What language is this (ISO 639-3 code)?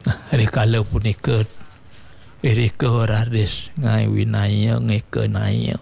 ban